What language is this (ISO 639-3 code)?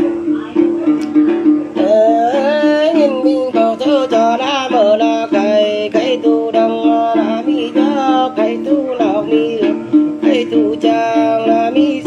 vie